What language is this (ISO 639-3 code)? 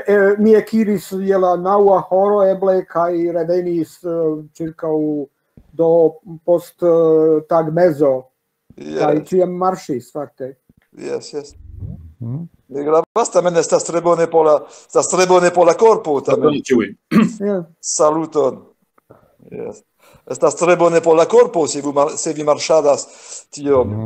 epo